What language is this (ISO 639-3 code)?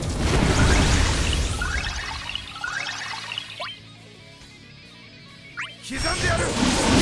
jpn